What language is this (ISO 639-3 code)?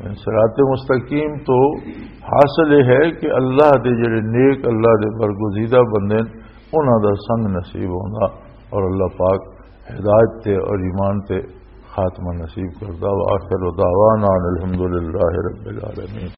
lah